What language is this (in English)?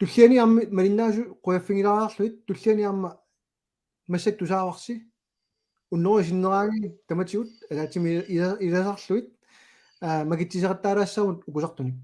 Kalaallisut